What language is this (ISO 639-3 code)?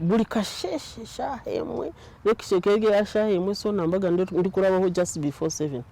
nyn